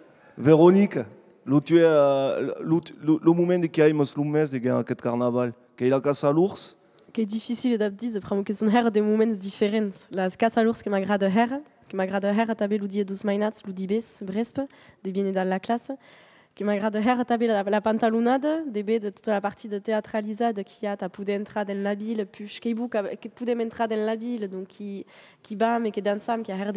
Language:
Occitan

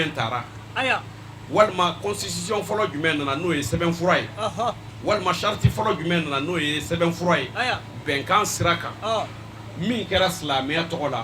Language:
Bambara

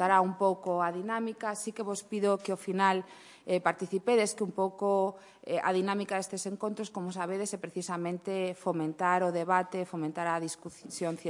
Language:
Galician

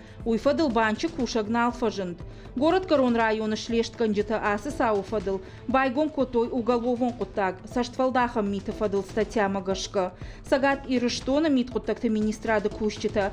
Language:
Ossetic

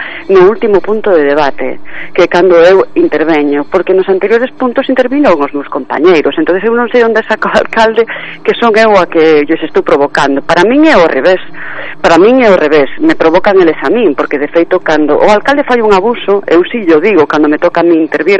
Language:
Galician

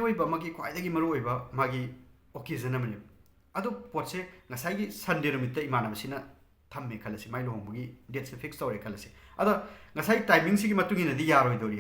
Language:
Manipuri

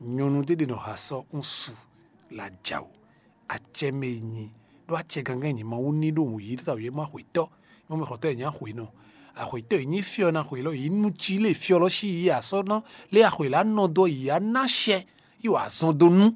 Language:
Fon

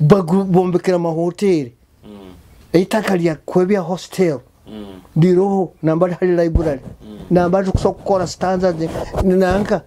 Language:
Nyoro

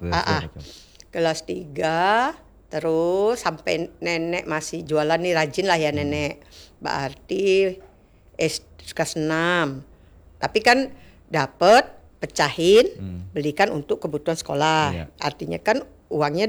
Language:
Indonesian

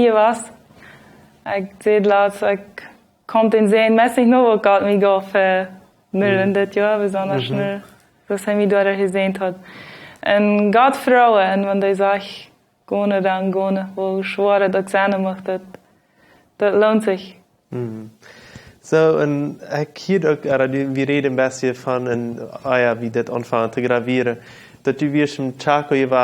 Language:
Plautdietsch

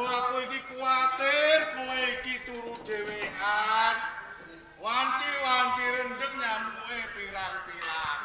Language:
Javanese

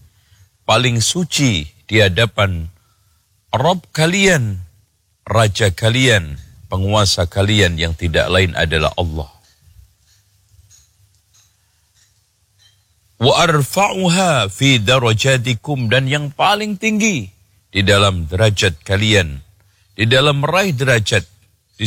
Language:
Indonesian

